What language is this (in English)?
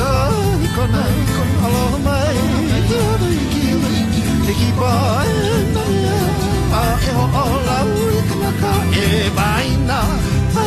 Hawaiian